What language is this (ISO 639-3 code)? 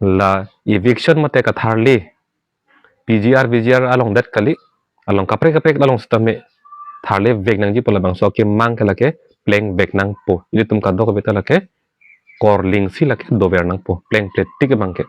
mjw